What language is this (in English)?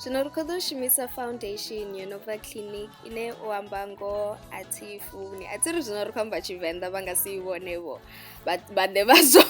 Venda